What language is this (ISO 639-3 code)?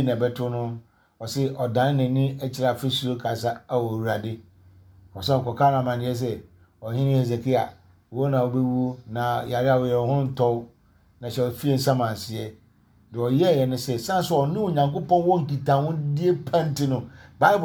aka